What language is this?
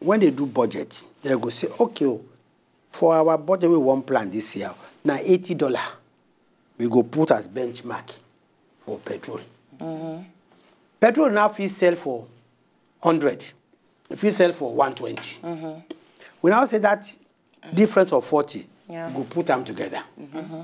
Nigerian Pidgin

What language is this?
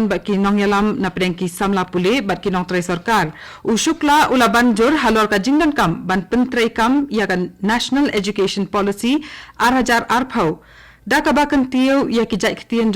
Khasi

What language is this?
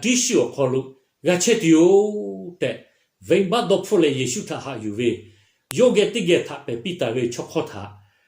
Lahu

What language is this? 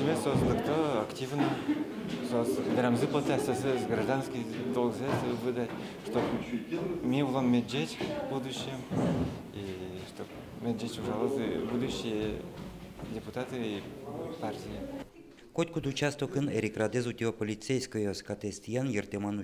Udmurt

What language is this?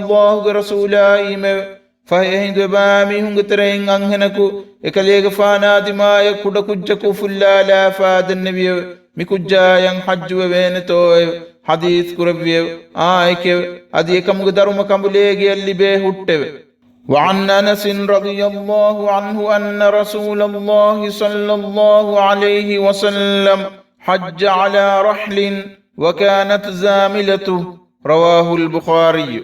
Divehi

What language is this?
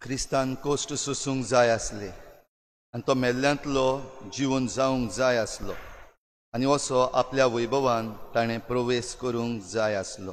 Konkani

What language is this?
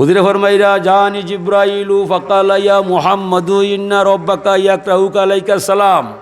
Sylheti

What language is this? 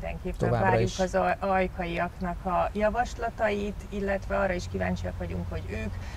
Hungarian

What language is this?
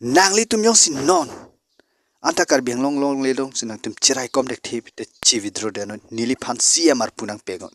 Karbi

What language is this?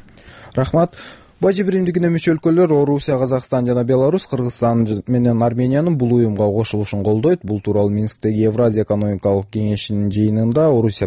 Kyrgyz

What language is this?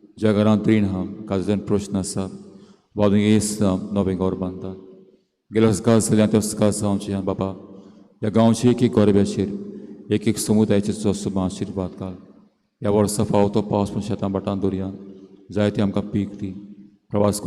Konkani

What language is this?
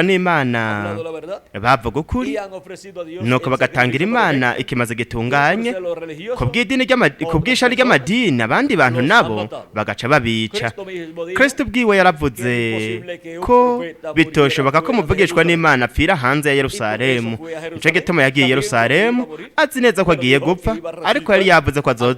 Rundi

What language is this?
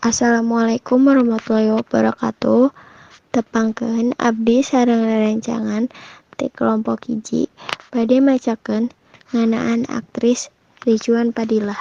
Sundanese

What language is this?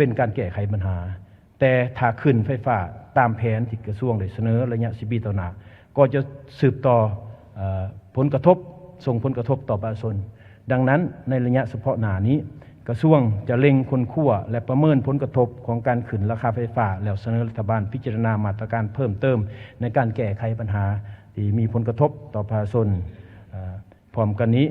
Lao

